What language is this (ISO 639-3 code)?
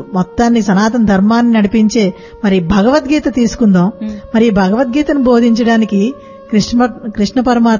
tel